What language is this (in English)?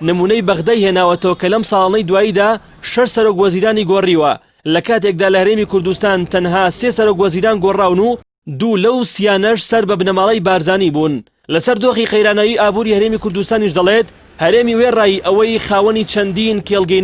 Central Kurdish